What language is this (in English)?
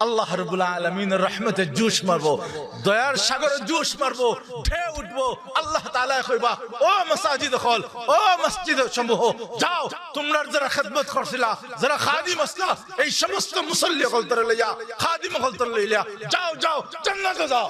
Sylheti